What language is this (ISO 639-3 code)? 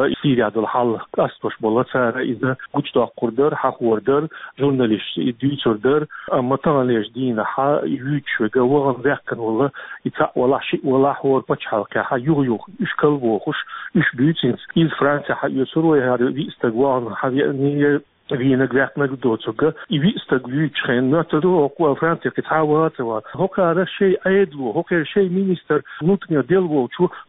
che